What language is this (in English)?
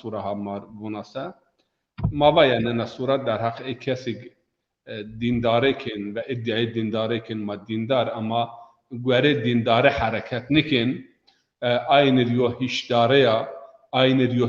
Zaza